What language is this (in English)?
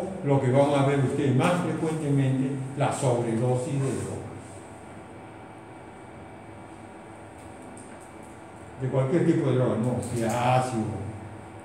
Spanish